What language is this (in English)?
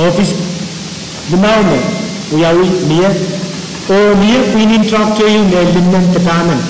Pohnpeian